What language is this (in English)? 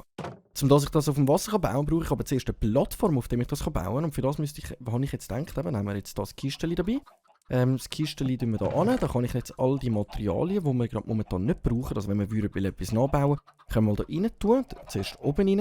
Swiss German